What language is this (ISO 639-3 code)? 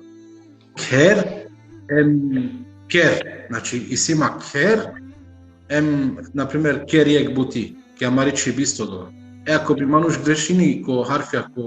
rmn